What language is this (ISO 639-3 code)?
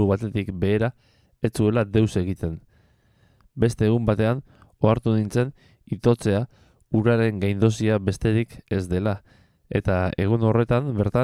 eus